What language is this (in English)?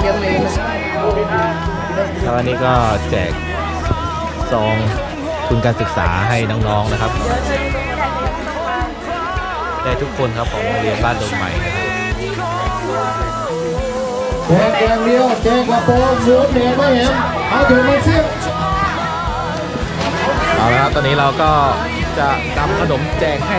Thai